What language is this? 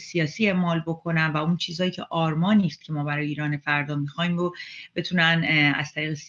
Persian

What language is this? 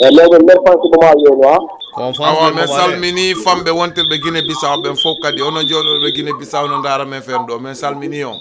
Fula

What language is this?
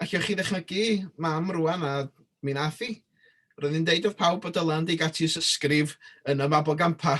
Welsh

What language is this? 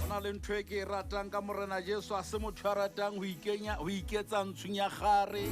Southern Sotho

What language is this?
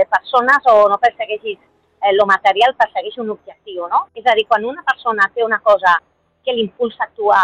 Catalan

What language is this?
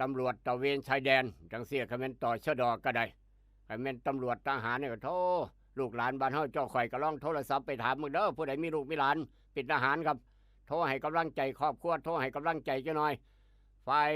Northeastern Thai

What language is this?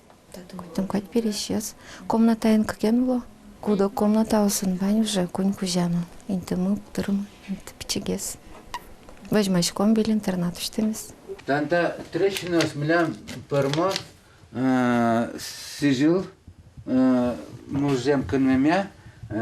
Udmurt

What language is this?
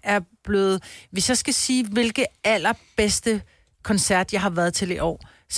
Danish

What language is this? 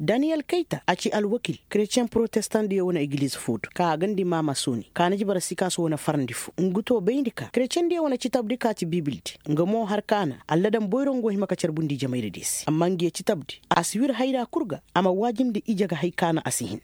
Koyraboro Senni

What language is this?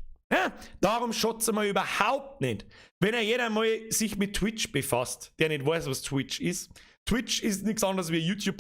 Bavarian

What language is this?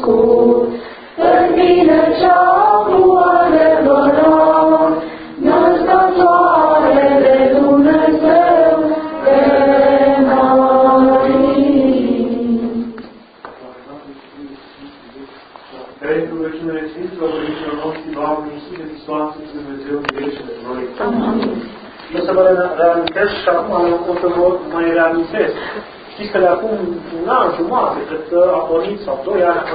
Romanian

